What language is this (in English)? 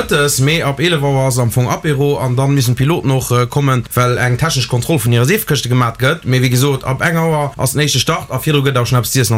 Luxembourgish